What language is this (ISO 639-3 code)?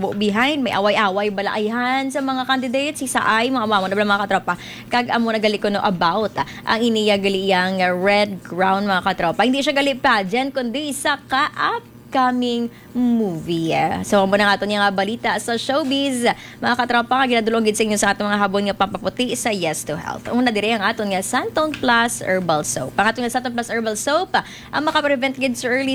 hil